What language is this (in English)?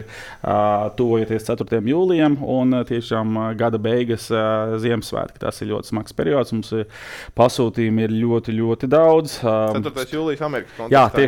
Latvian